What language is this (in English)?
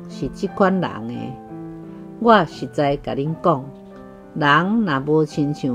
Min Nan Chinese